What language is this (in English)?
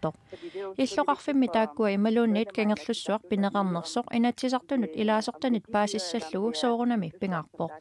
Kalaallisut